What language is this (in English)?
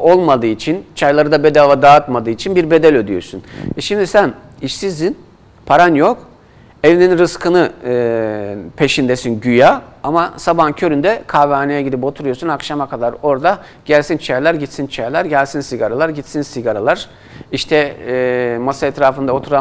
Turkish